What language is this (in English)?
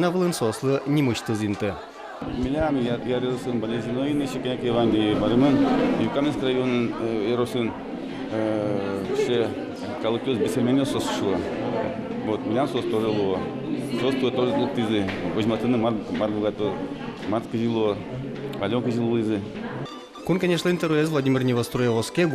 Udmurt